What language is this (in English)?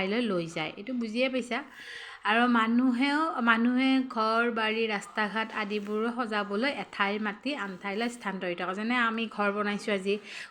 Assamese